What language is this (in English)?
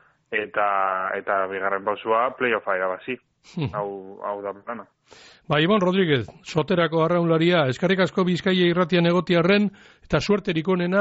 Basque